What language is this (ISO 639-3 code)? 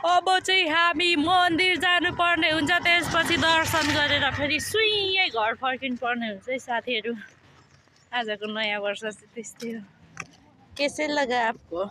nep